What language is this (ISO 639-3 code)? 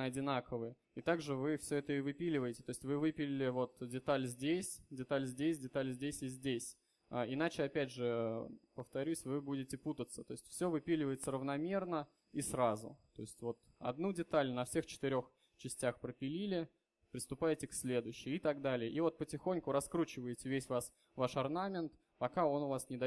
rus